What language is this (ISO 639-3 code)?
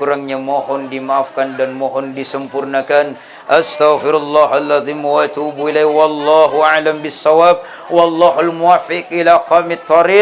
bug